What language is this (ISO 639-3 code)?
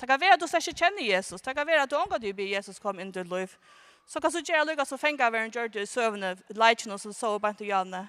fao